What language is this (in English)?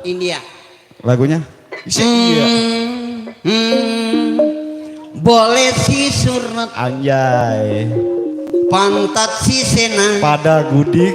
Betawi